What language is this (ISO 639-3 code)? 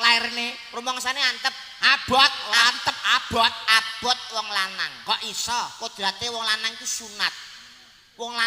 jav